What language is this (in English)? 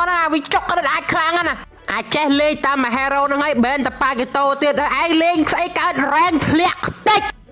Khmer